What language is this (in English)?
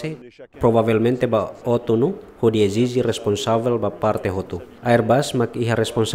Tetum